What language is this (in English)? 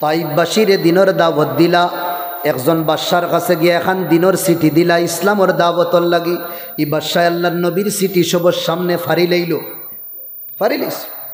Sylheti